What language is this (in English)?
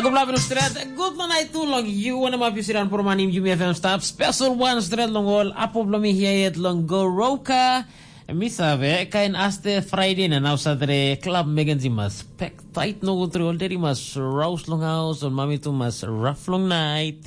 Tok Pisin